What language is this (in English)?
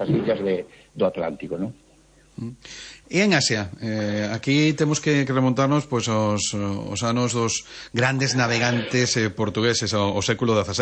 Galician